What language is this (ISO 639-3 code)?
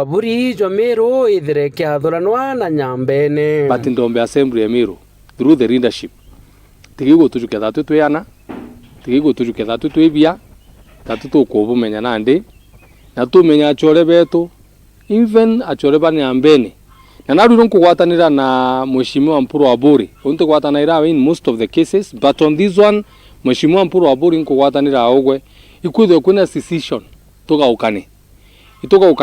mer